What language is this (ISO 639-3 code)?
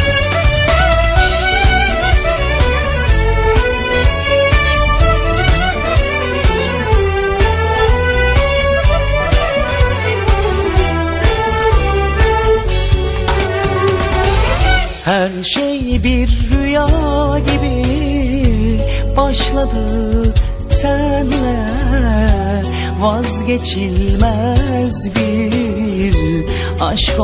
tur